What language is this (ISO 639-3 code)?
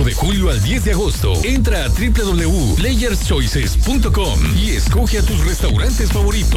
spa